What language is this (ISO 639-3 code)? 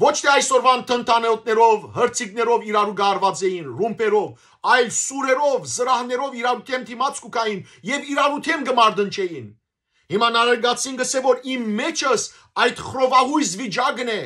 hyw